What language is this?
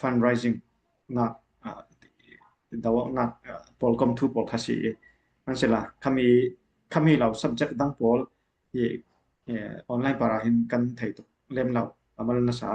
Falam Chin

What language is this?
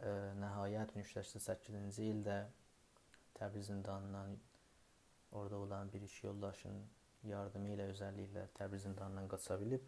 South Azerbaijani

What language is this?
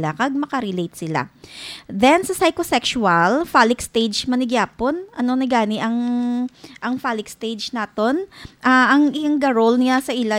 Hiligaynon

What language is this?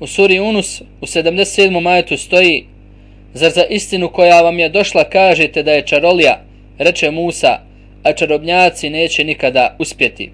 Bosnian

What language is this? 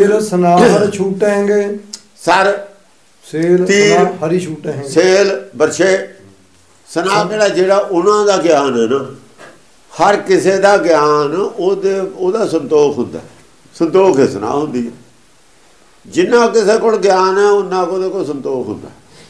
Punjabi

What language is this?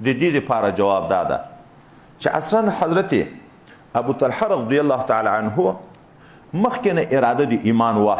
Pashto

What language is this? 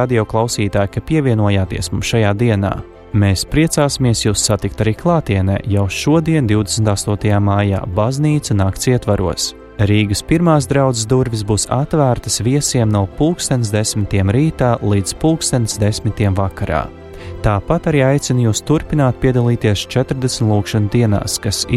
Latvian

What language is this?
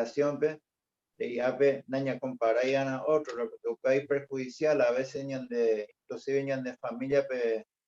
Guarani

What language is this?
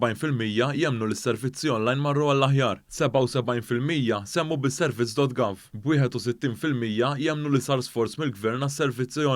Maltese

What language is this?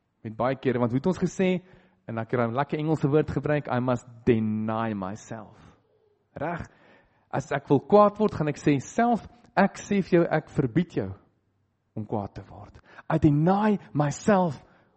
Afrikaans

